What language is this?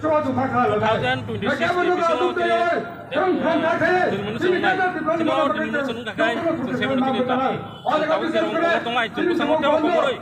Kok Borok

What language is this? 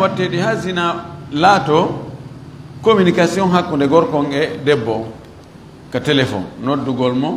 Fula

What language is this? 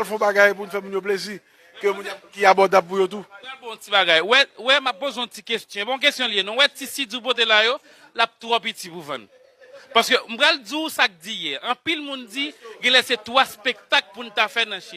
Haitian Creole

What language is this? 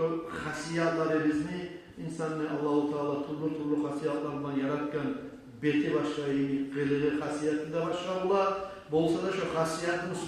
Kumyk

